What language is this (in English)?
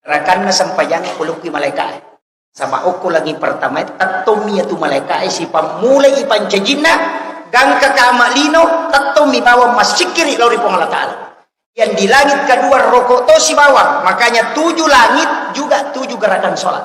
Buginese